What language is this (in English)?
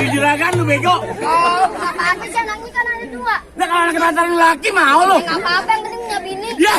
Betawi